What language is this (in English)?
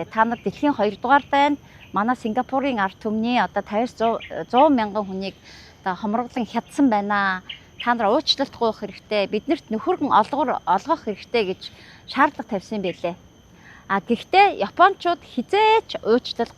Mongolian